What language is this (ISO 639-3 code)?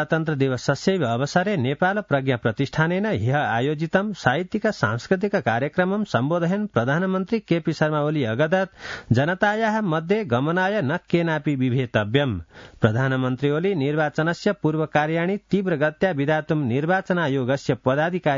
san